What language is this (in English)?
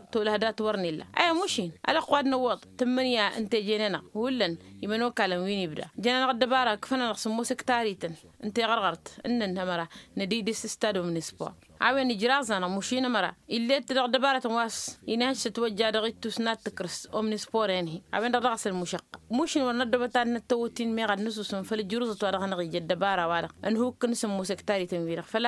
Tamasheq